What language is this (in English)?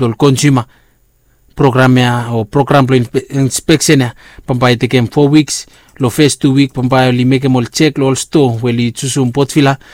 Bislama